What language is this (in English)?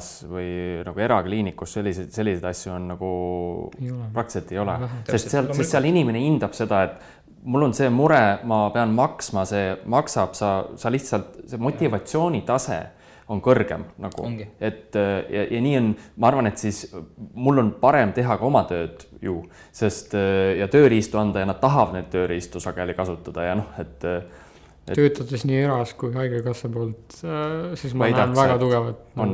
Estonian